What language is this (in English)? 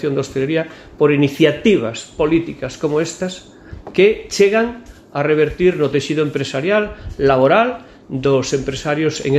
Galician